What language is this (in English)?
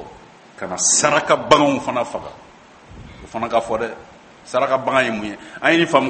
Bambara